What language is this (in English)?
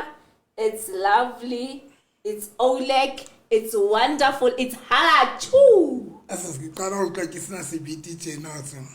Southern Sotho